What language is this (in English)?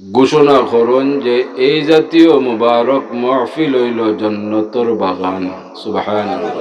Sylheti